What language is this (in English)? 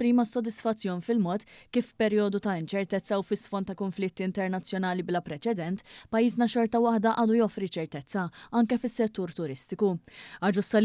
Maltese